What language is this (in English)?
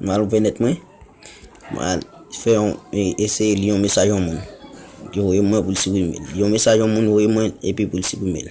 Haitian Creole